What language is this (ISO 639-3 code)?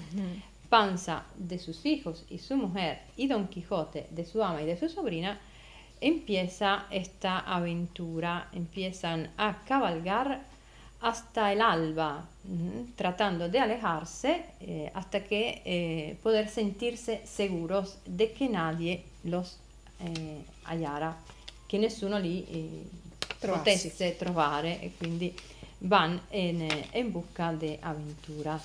spa